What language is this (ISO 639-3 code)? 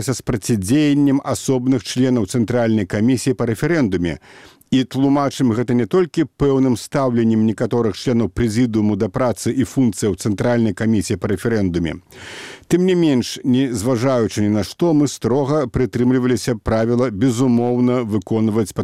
bel